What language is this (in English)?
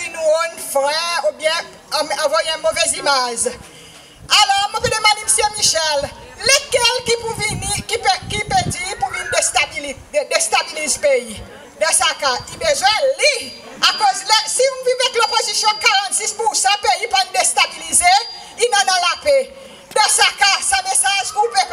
Seselwa Creole French